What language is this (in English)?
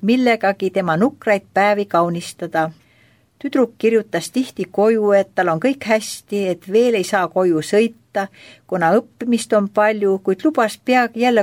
Estonian